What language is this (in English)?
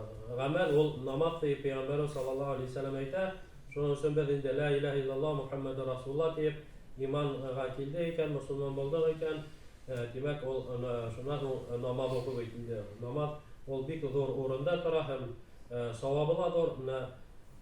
Bashkir